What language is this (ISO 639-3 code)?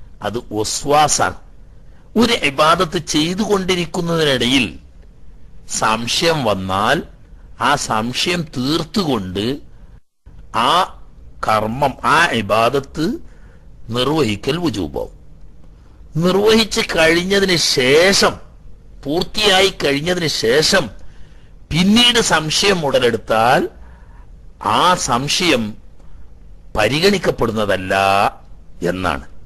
mal